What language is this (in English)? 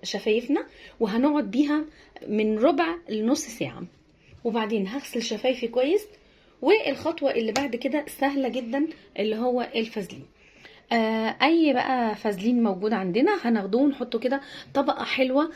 Egyptian Arabic